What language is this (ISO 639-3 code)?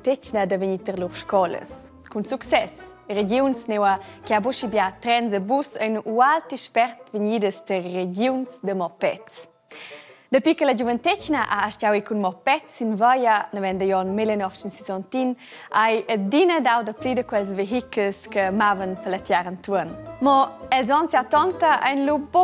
roh